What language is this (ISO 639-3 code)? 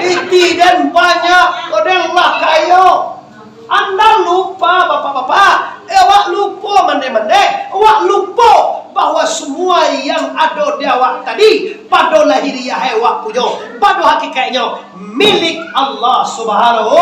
min